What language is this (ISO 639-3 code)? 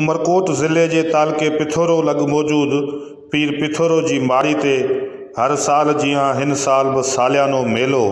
snd